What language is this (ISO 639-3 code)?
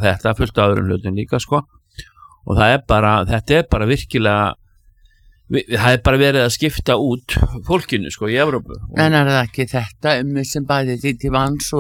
isl